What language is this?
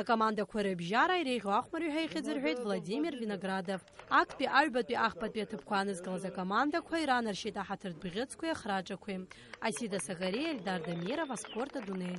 Abkhazian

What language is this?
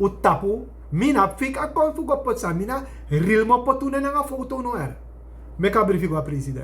Sranan Tongo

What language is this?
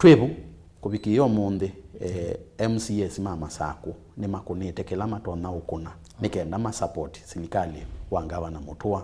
Kamba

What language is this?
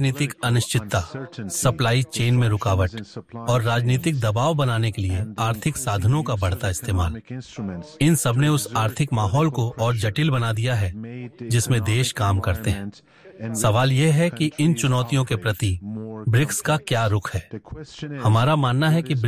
Hindi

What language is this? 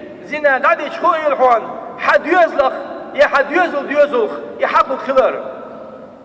Chechen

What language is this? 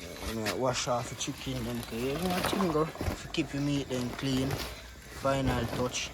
Jamaican Creole English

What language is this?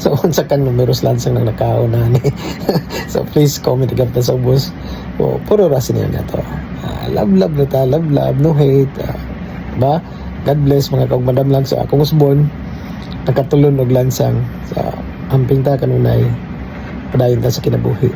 Cebuano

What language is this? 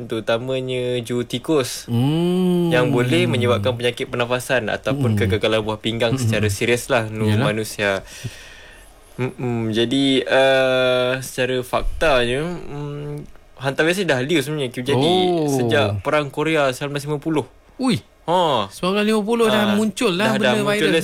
Malay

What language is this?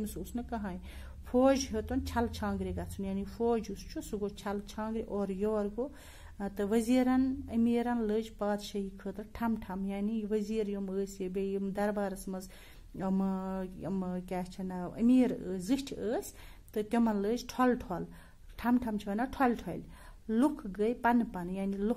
Kashmiri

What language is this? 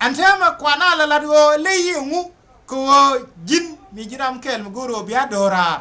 Nuer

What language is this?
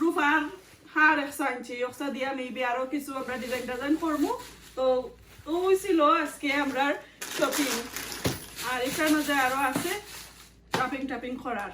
Sylheti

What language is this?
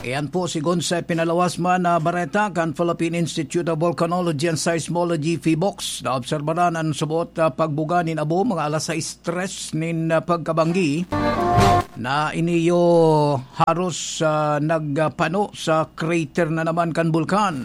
Bikol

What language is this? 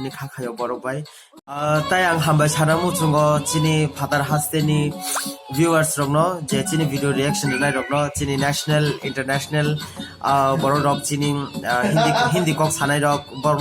Kok Borok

